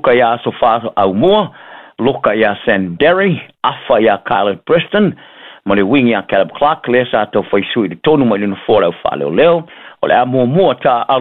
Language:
Samoan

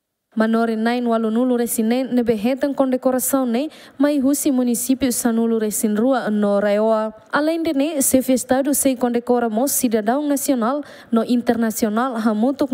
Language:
Tetum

